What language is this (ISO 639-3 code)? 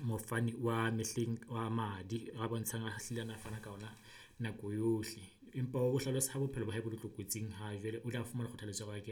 sot